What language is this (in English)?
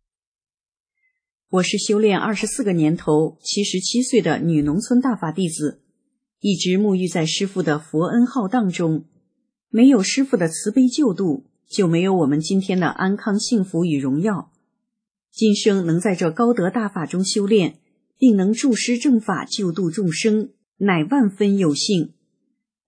Chinese